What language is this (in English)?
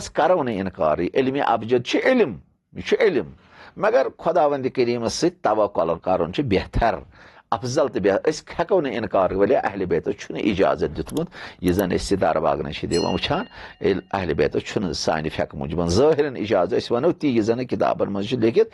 Kashmiri